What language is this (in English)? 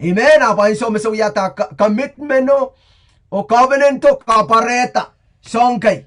Pohnpeian